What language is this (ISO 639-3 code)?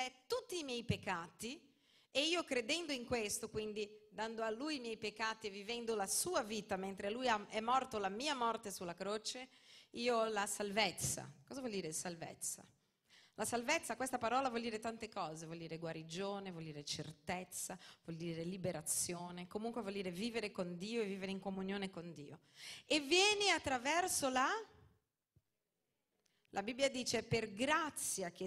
ita